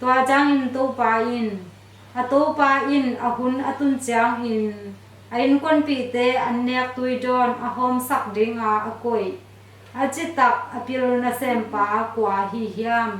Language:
Tedim Chin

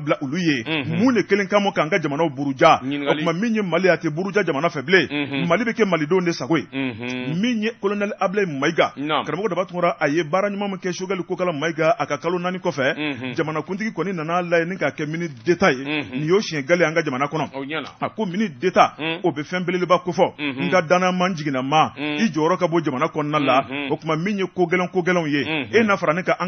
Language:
Bambara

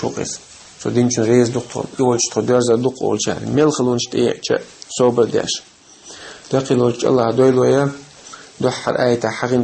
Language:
Chechen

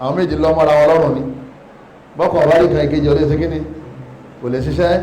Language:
Yoruba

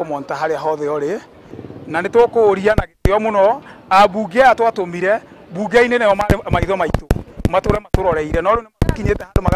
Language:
Kikuyu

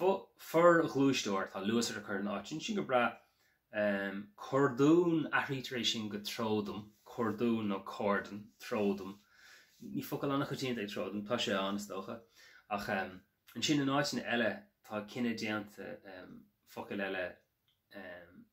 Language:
Irish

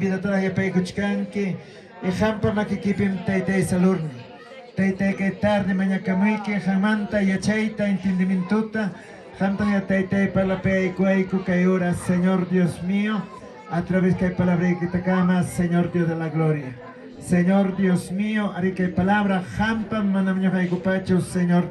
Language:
Ayacucho Quechua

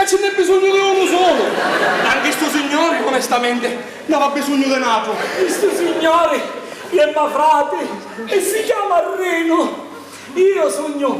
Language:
Sicilian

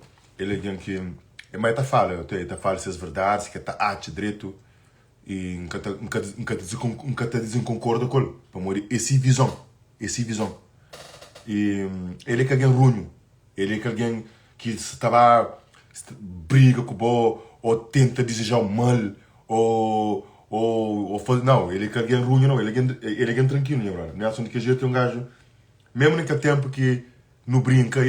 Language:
Kabuverdianu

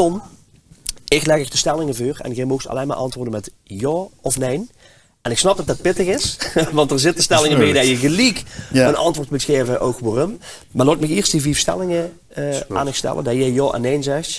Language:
Limburgish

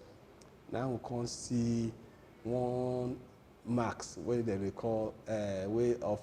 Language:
Nigerian Pidgin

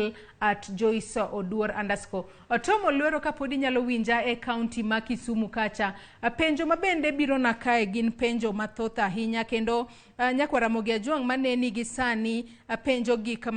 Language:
Luo (Kenya and Tanzania)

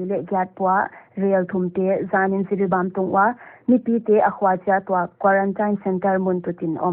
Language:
Paite Chin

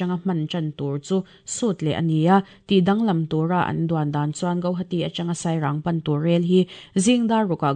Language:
Mizo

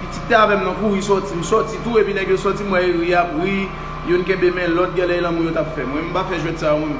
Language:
Haitian Creole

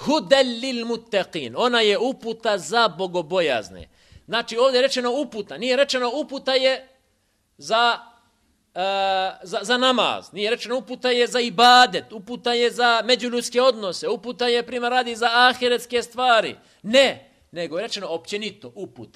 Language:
Bosnian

